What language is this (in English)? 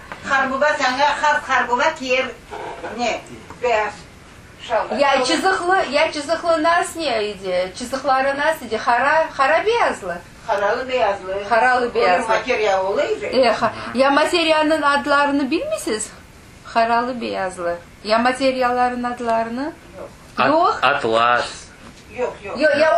Crimean Tatar